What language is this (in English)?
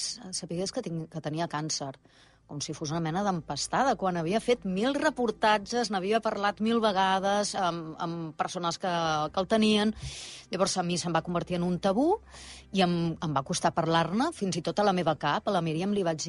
Catalan